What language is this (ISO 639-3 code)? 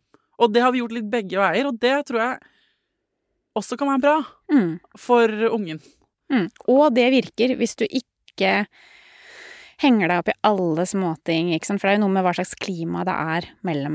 nor